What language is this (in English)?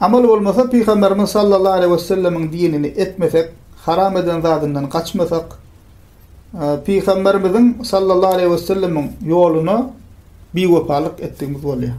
Turkmen